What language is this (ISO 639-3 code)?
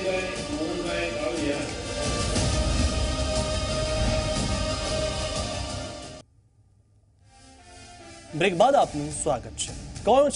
guj